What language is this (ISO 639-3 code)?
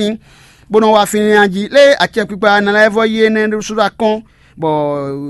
fon